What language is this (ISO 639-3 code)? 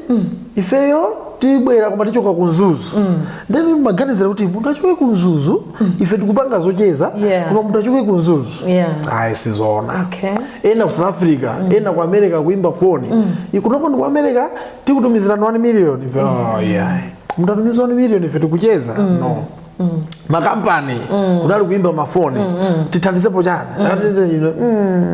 nya